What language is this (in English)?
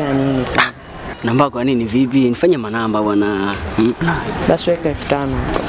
Swahili